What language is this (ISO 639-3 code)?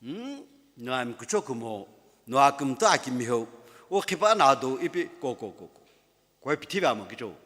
nsm